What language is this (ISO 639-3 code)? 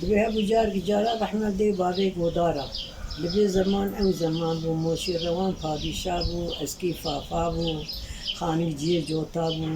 kur